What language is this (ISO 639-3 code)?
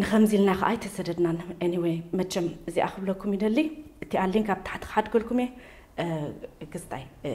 tir